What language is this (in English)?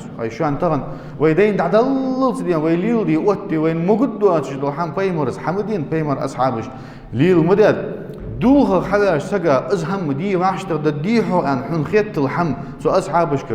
Ingush